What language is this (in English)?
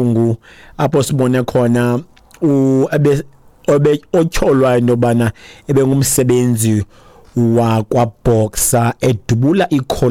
Xhosa